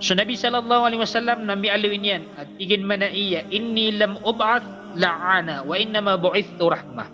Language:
Maranao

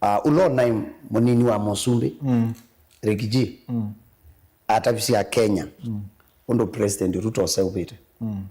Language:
Kamba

